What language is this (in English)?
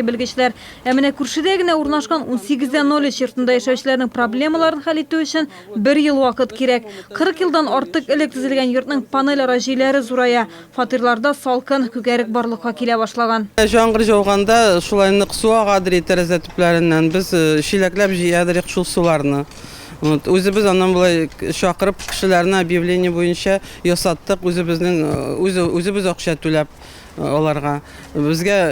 Tatar